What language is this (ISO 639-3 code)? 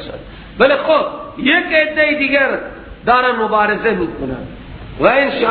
fas